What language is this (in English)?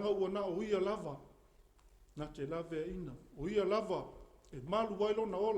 Samoan